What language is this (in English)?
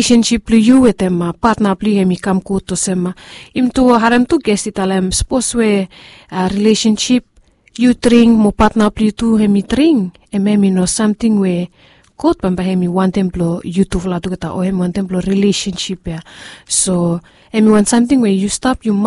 Bislama